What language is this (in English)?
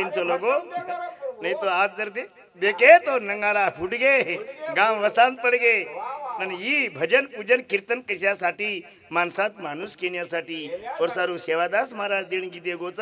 Lambadi